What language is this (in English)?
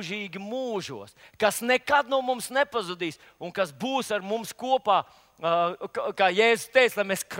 Latvian